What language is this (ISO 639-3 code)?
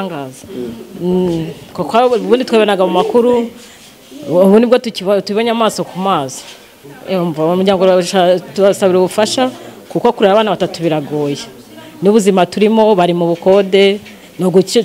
kin